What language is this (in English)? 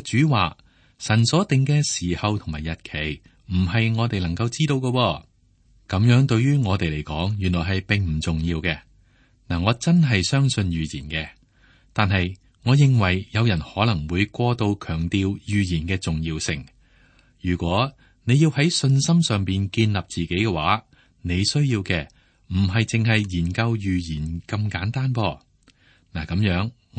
Cantonese